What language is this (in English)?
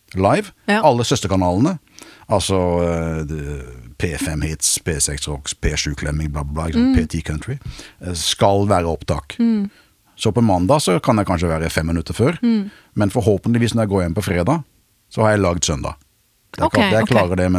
Norwegian